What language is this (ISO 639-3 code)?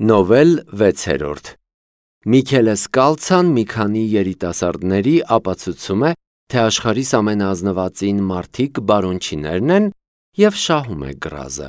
hye